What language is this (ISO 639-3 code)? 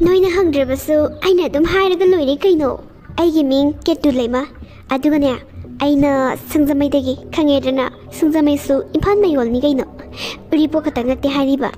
mni